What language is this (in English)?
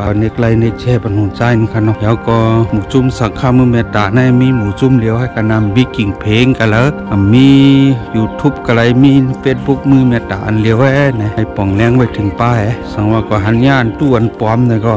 Shan